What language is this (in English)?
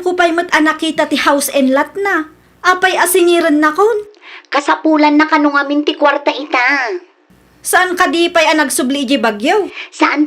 Iloko